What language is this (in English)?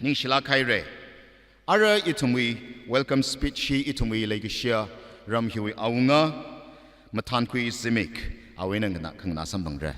Tangkhul Naga (India)